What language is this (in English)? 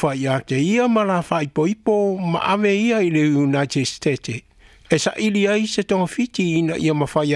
Samoan